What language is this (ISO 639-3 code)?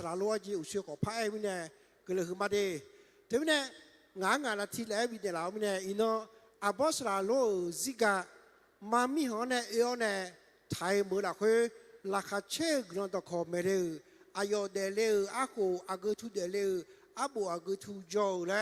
ahk